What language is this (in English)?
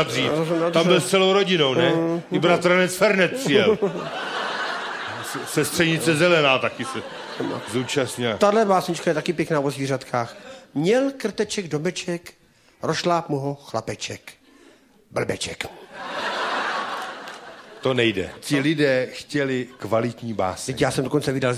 Czech